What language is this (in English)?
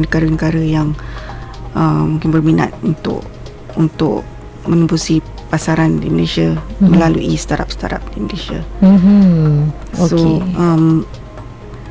Malay